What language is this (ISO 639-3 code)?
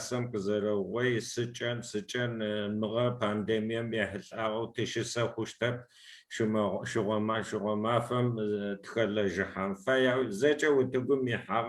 kbd